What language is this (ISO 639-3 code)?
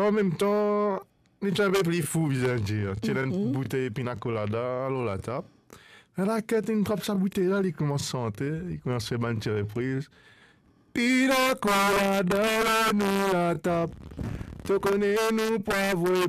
mfe